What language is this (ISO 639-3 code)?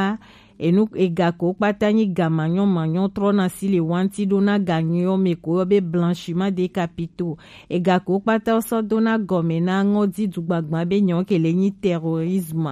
gej